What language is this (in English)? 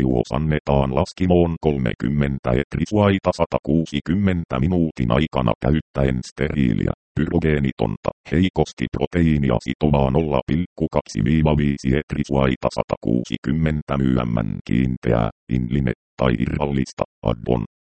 Finnish